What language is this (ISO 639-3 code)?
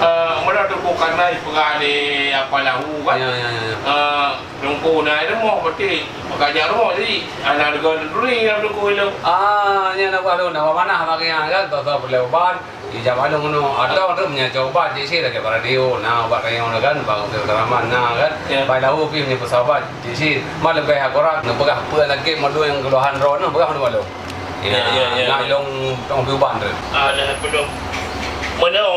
ace